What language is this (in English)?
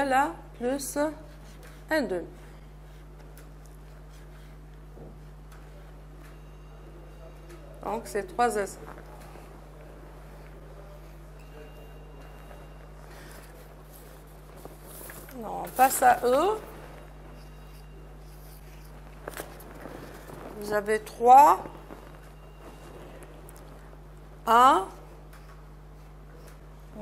French